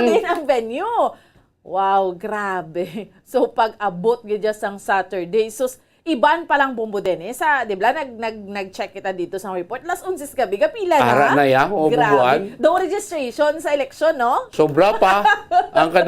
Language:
Hiligaynon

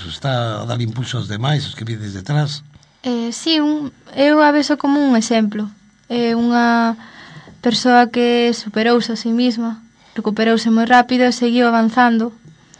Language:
Galician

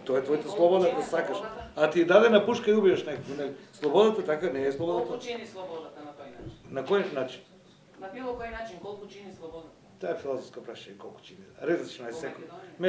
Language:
Macedonian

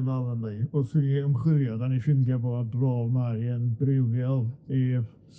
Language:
Welsh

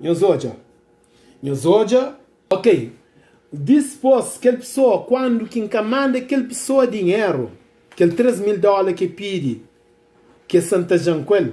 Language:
Kabuverdianu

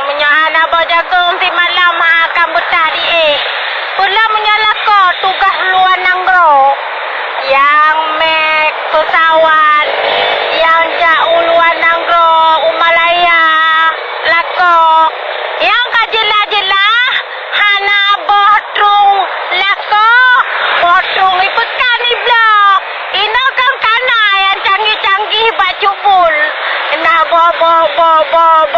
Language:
Achinese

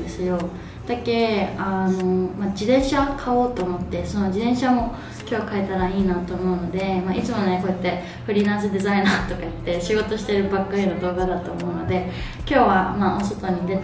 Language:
Japanese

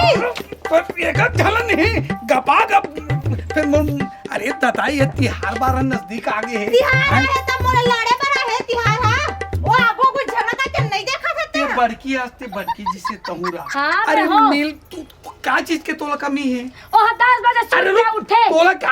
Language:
Chhattisgarhi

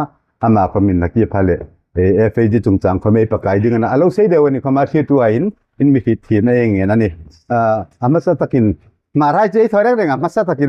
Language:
Hmar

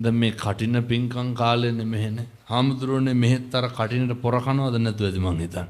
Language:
Sinhala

